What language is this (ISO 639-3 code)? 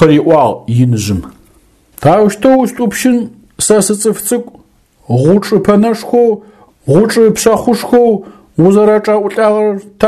ady